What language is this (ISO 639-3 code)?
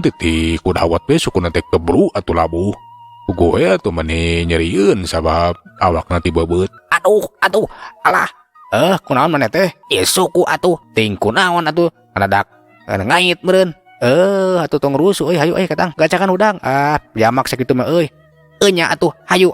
sun